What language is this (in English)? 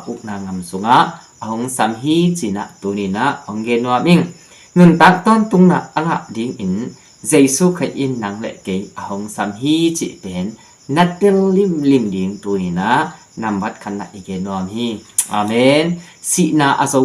Tedim Chin